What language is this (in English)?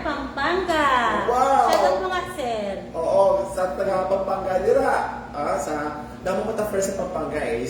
Hiligaynon